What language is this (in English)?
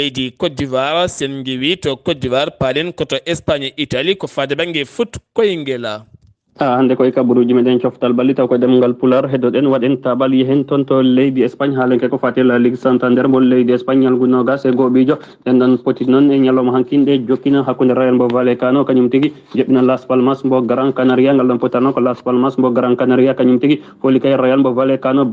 Fula